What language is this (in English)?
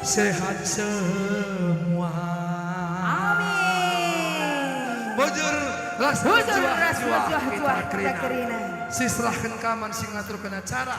Batak Karo